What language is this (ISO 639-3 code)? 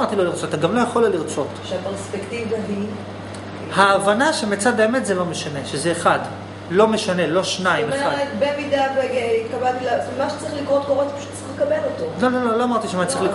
heb